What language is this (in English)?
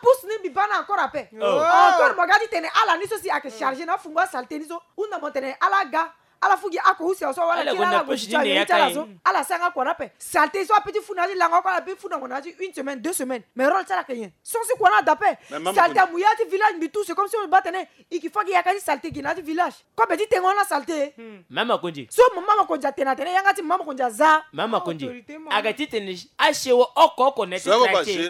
Sango